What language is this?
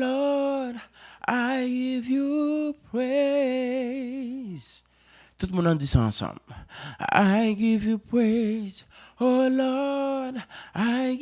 Haitian Creole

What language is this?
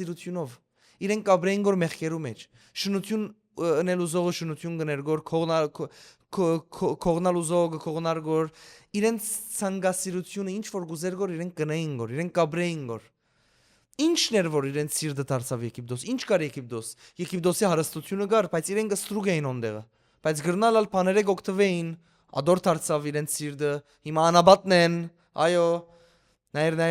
Western Armenian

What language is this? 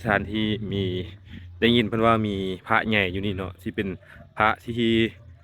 Lao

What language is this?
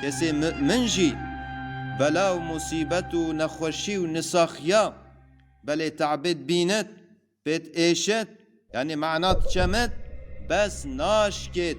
Kurdish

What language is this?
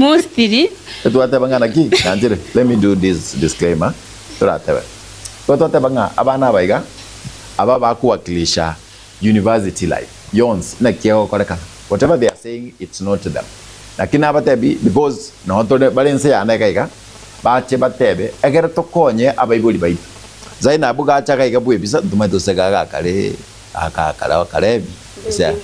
Gusii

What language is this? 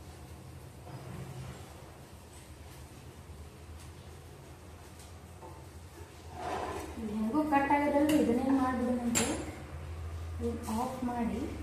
Kannada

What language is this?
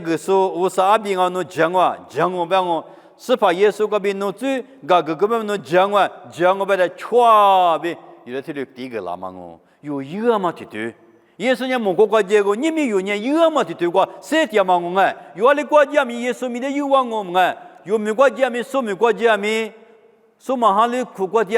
Lisu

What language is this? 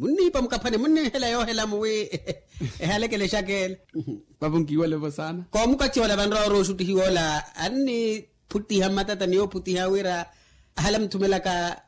Makhuwa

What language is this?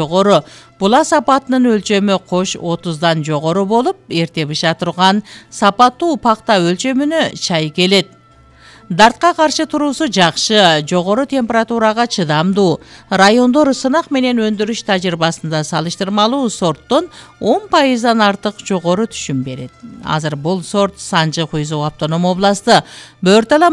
Kyrgyz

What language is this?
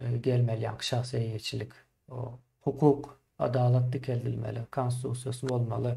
Turkmen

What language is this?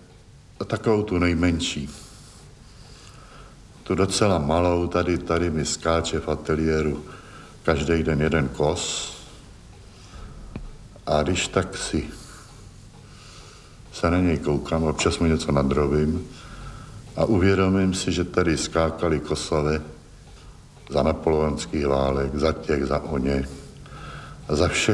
Czech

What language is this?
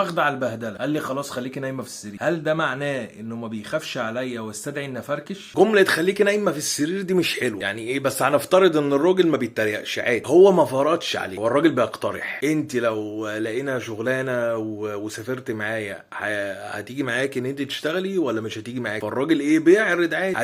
Egyptian Arabic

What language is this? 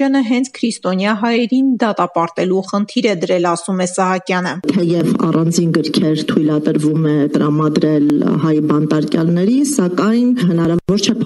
Armenian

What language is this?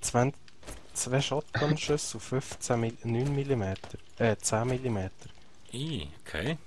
Swiss German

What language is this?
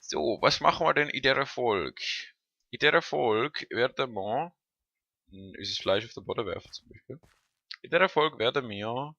Swiss German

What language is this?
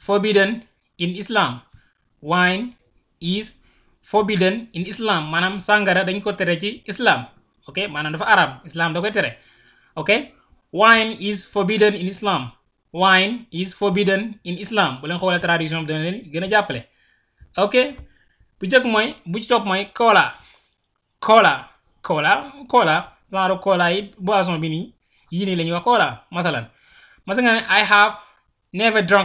Wolof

